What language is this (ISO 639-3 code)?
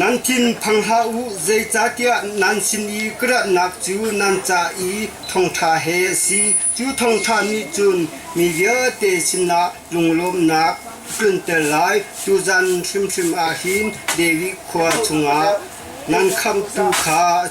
cnh